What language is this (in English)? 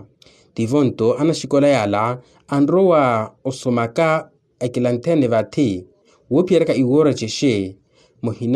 Makhuwa